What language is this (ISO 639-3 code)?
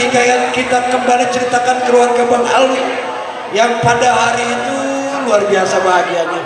bew